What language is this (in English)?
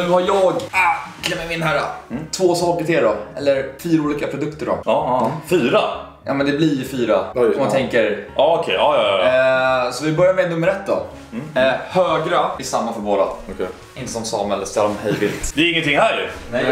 Swedish